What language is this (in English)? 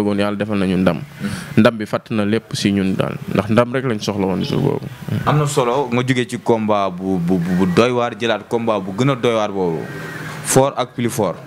Wolof